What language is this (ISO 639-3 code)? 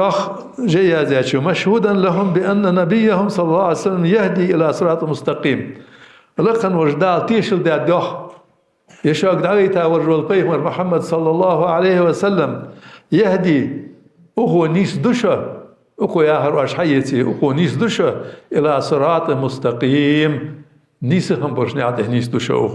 inh